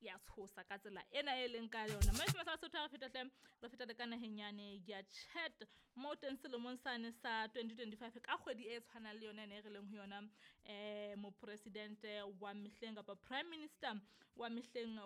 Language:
Southern Sotho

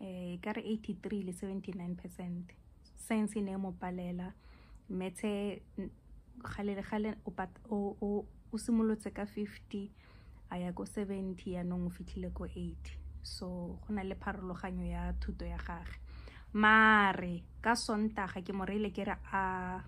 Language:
Tswana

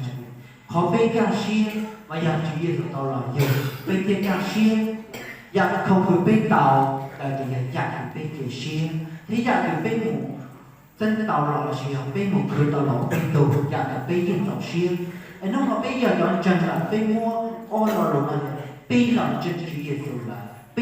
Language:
Hmong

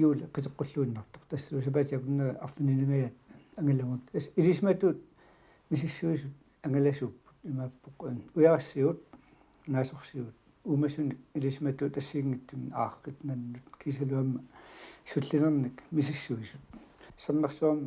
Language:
Kalaallisut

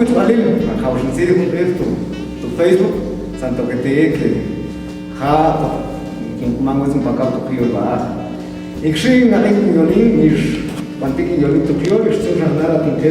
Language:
Tektiteko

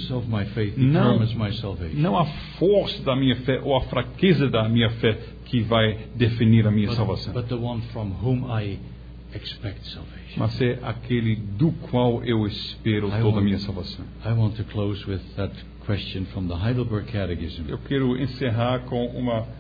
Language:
Portuguese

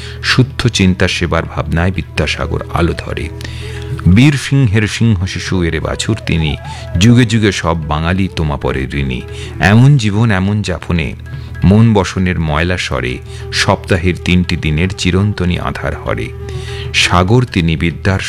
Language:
Bangla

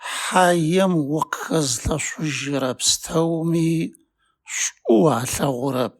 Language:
Adyghe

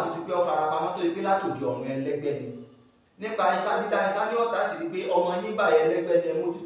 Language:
Yoruba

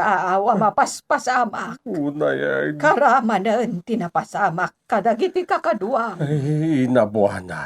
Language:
Iloko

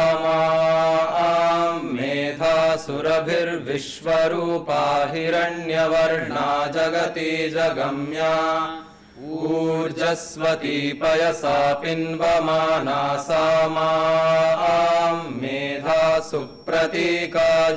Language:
Sanskrit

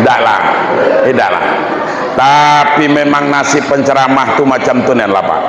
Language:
Minangkabau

